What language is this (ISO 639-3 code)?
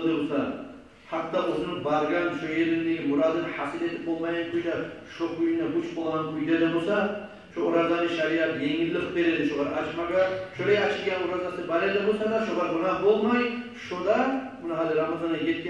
kum